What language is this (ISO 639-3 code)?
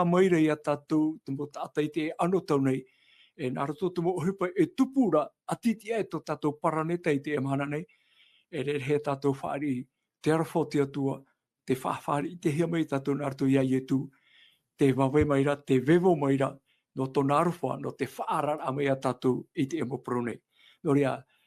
tah